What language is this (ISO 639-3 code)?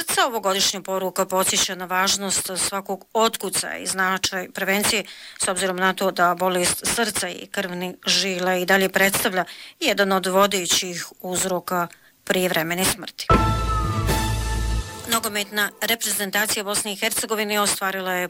bos